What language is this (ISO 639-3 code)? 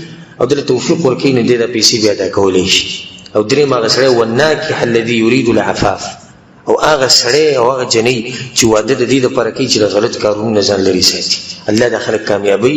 pus